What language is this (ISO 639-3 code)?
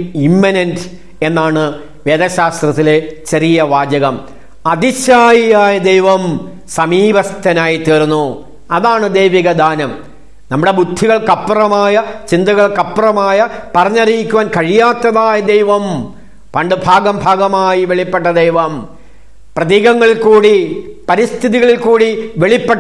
mal